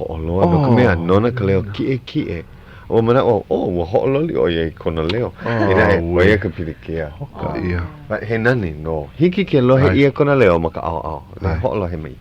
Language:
Hawaiian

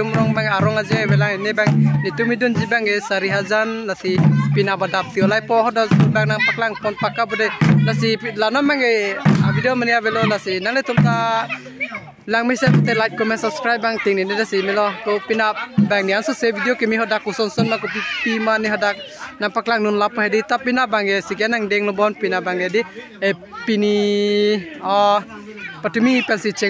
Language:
Karbi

